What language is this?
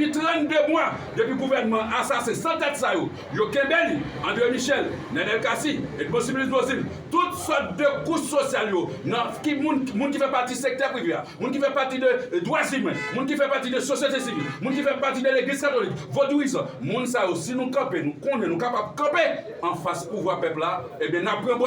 Haitian Creole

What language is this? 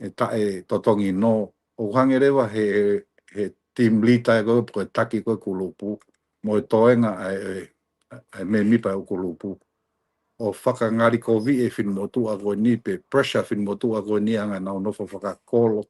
Tongan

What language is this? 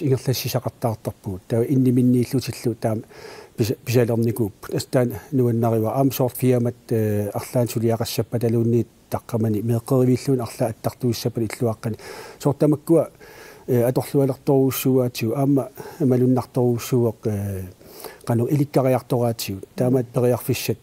Kalaallisut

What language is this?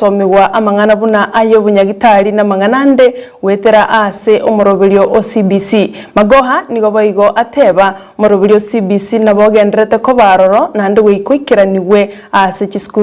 Gusii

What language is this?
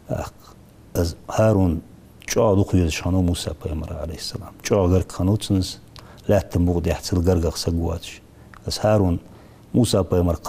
Ingush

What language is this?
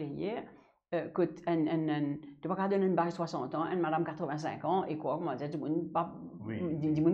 Morisyen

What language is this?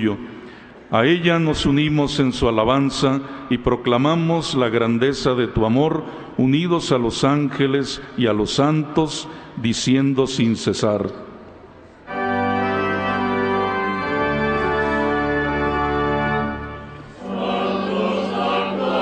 Spanish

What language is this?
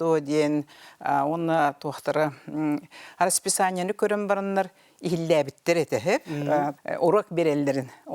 Yakut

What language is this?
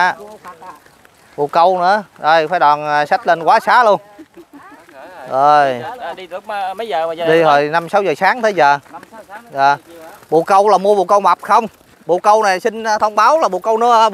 Vietnamese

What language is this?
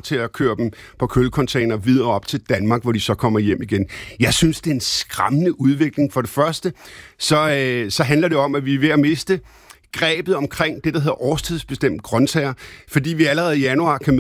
Danish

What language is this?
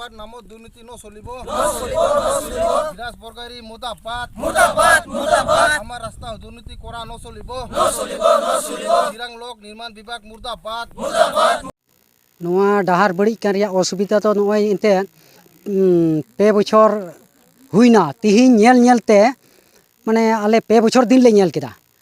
Santali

